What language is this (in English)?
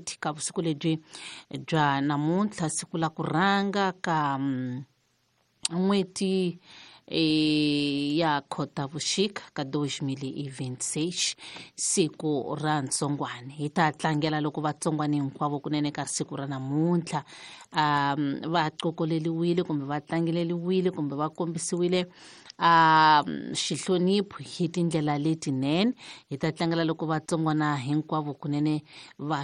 Tsonga